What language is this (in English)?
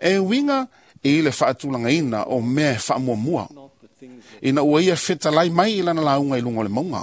Samoan